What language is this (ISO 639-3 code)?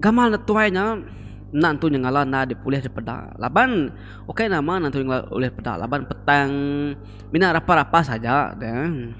iba